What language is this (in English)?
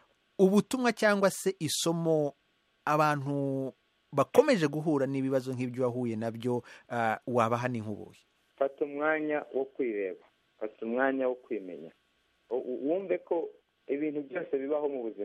Kinyarwanda